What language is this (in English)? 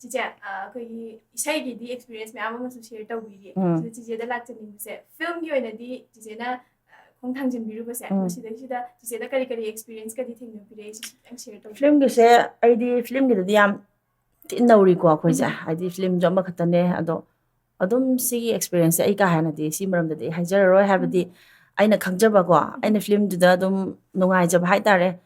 Manipuri